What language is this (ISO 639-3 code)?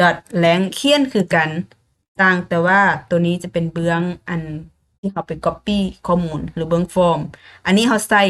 lao